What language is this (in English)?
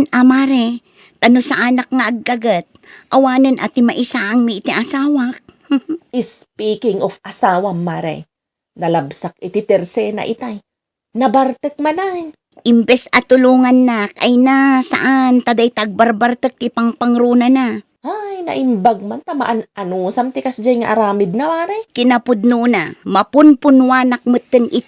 Iloko